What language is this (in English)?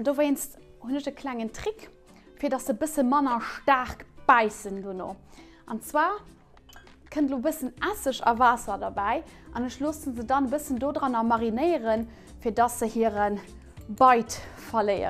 Luxembourgish